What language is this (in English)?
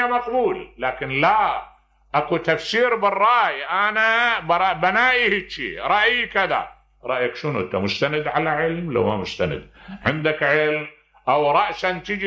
Mesopotamian Arabic